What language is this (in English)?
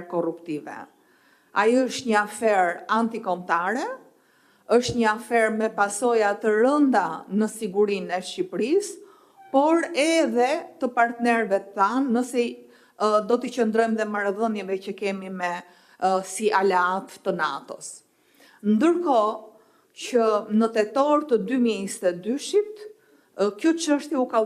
Albanian